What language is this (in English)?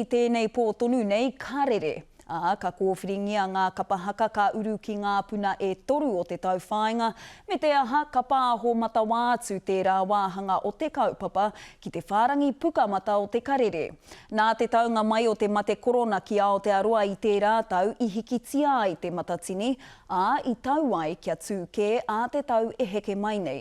Māori